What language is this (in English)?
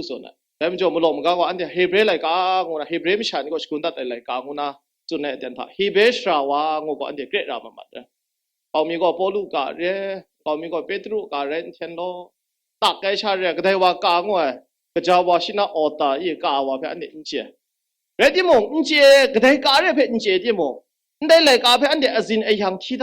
Kachin